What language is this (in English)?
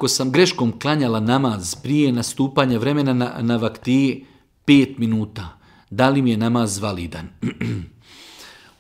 Bosnian